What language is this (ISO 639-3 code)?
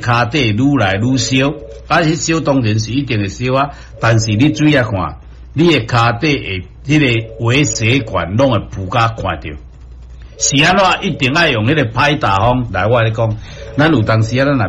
nan